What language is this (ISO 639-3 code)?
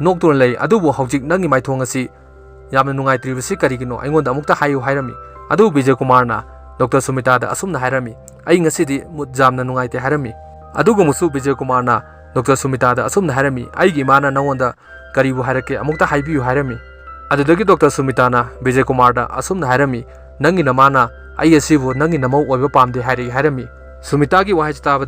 mni